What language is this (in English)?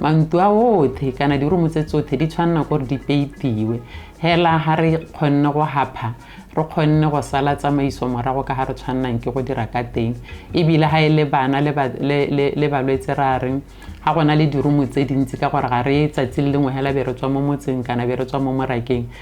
Tswana